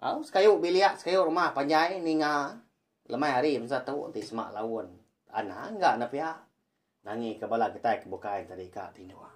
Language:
Iban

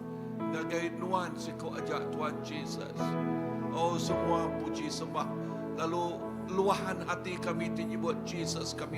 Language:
Iban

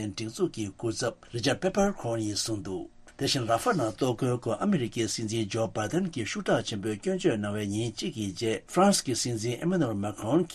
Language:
Tibetan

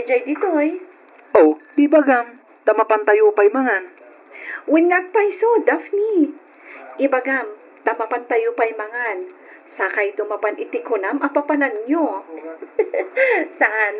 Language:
Iloko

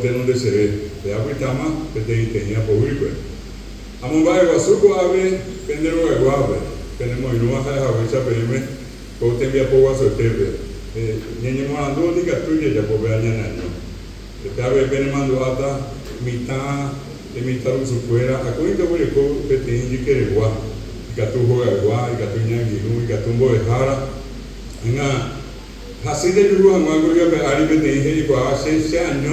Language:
Guarani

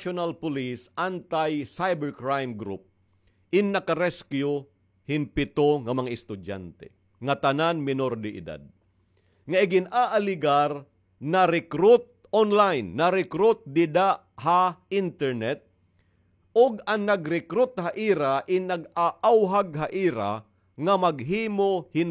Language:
Waray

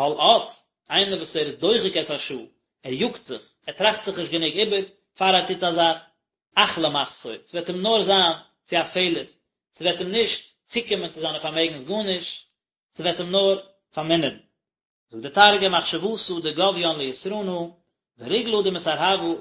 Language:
Yiddish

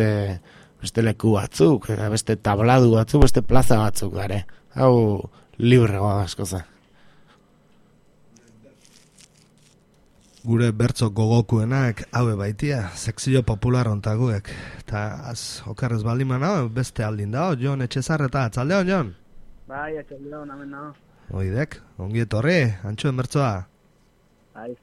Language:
Basque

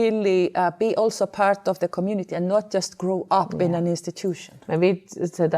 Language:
Faroese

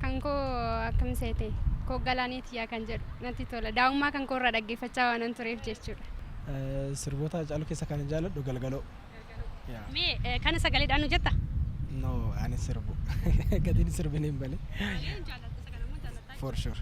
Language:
Oromo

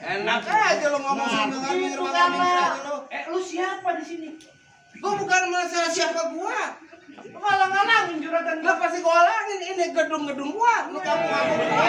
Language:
Betawi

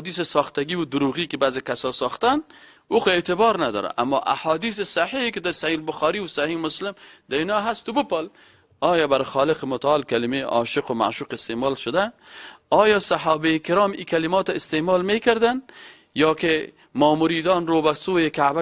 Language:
Persian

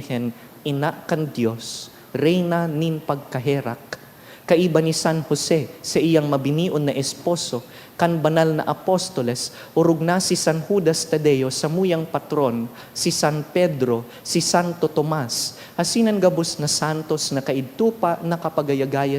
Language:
Bikol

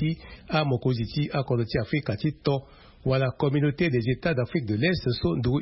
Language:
Sango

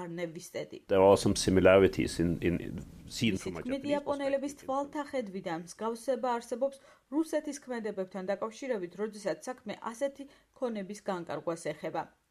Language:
Georgian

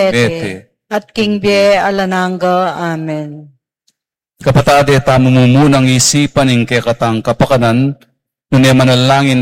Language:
Pampanga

